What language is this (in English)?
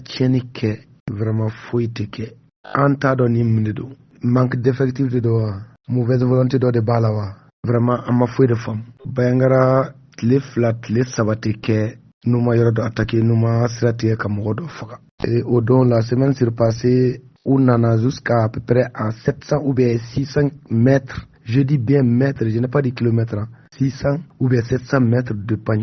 Bambara